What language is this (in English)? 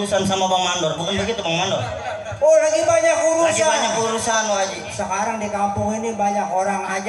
Betawi